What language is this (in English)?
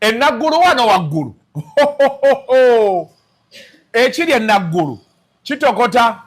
Ganda